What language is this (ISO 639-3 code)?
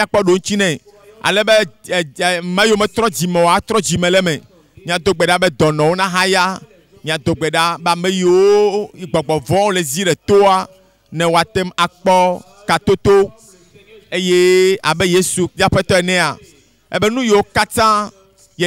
ewe